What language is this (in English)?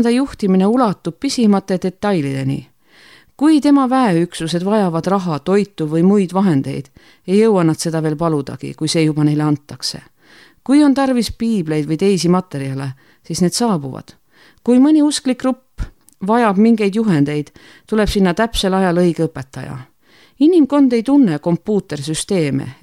Estonian